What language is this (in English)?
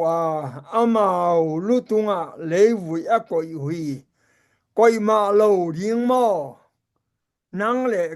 Tedim Chin